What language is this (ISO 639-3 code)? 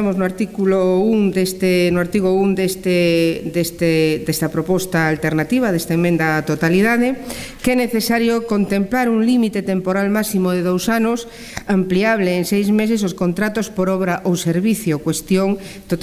glg